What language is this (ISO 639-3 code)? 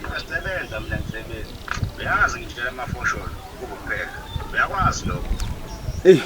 zul